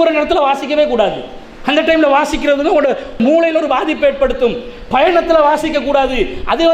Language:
Tamil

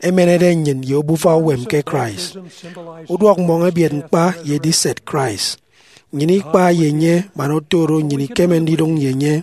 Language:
Efik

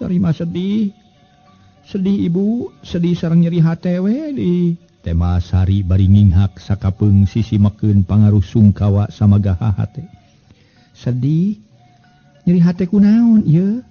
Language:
Sundanese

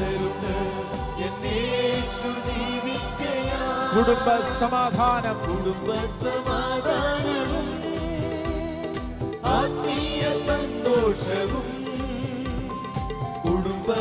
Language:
Malayalam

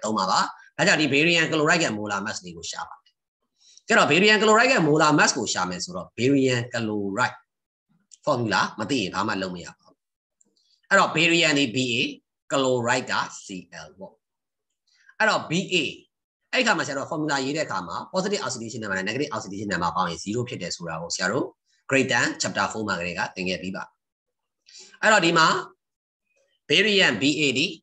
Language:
Burmese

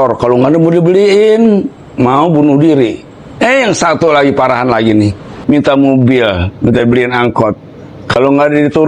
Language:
Betawi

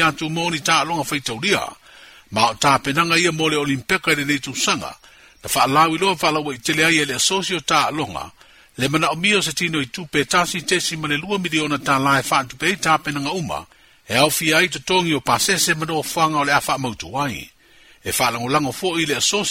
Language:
Samoan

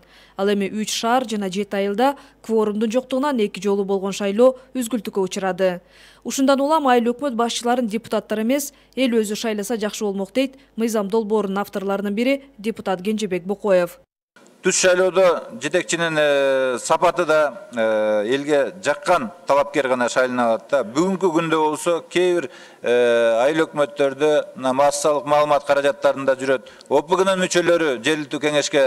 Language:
Kyrgyz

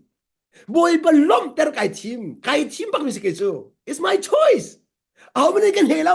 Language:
Hakha Chin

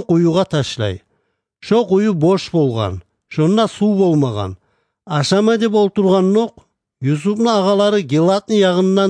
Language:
Kumyk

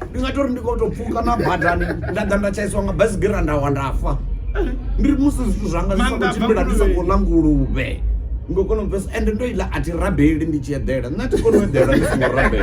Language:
Venda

